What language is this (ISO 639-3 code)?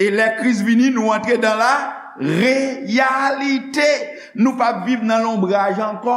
hat